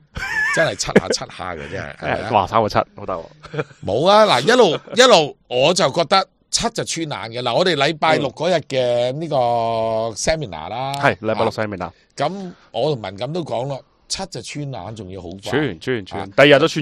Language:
Cantonese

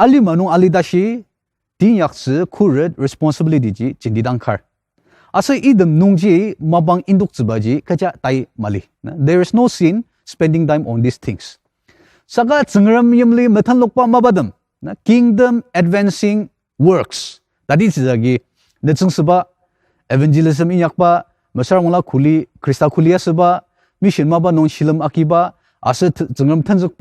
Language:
Ao Naga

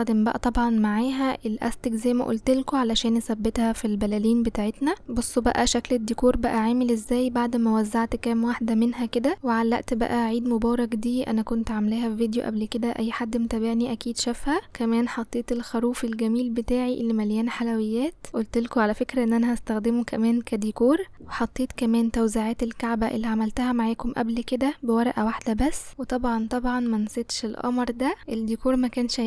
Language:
Egyptian Arabic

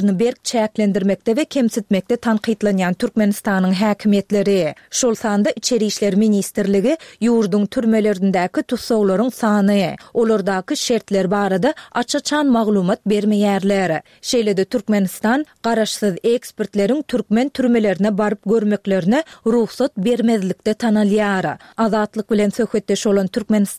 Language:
Turkmen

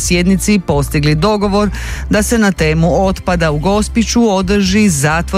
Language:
Croatian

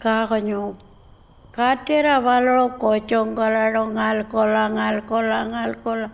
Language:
Pitjantjatjara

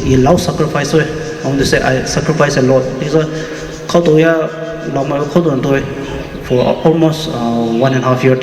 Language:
Poumei Naga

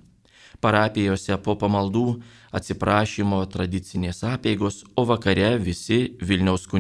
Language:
Lithuanian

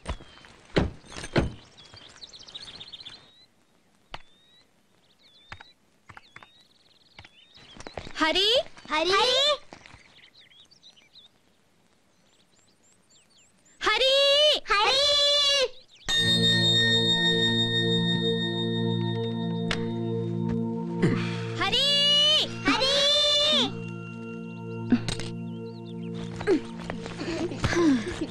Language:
Malayalam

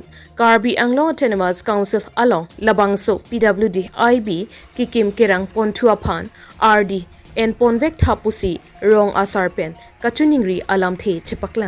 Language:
Karbi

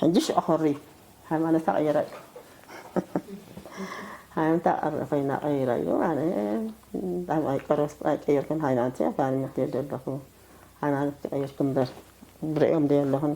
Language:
Tigrinya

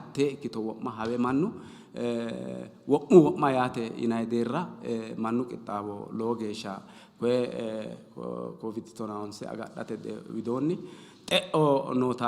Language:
Sidamo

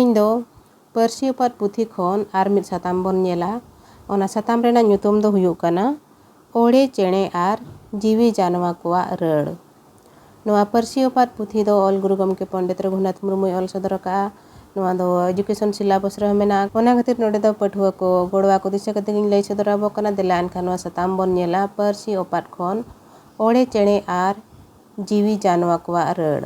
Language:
Santali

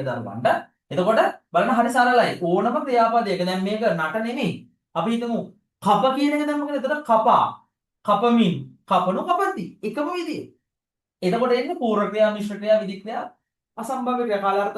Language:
Sinhala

